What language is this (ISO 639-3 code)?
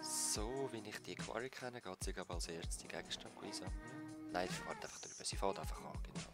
gsw